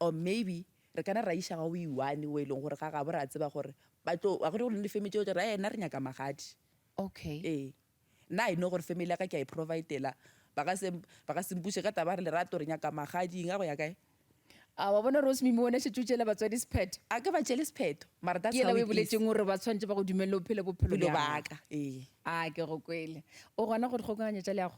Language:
Northern Sotho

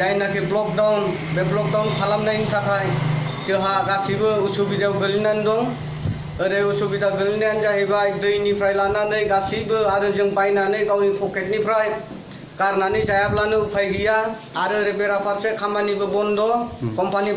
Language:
Bodo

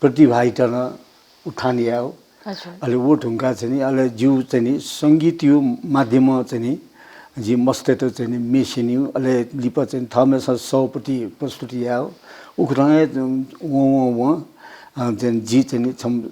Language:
Newari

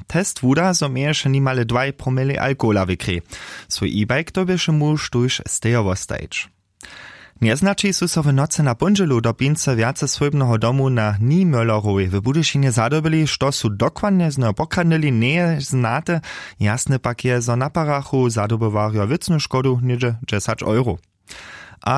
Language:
Upper Sorbian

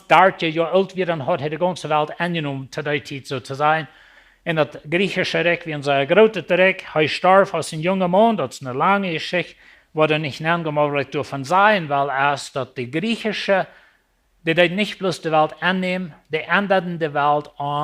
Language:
Plautdietsch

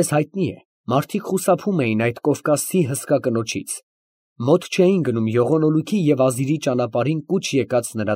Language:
Armenian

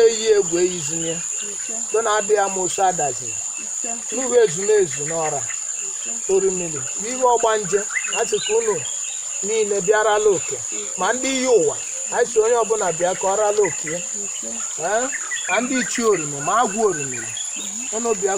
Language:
Igbo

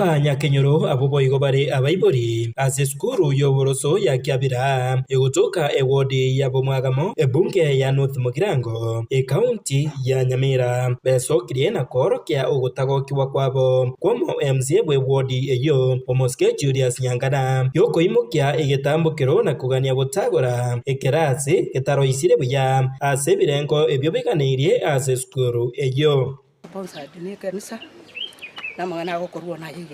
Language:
Gusii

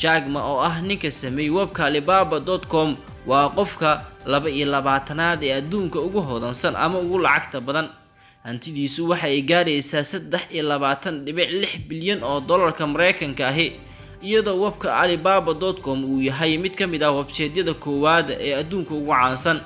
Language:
Somali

